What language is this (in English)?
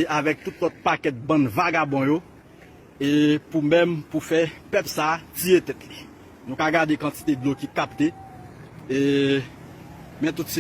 Haitian Creole